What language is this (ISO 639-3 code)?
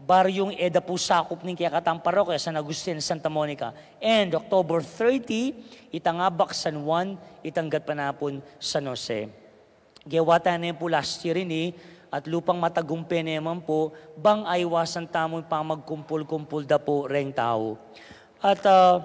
pam